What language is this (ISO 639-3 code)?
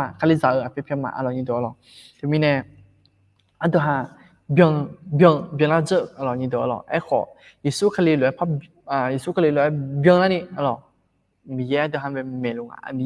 ahk